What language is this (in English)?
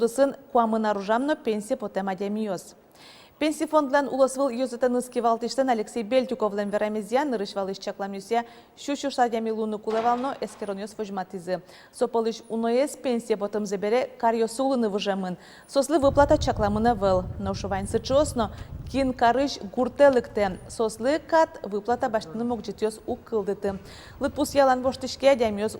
Udmurt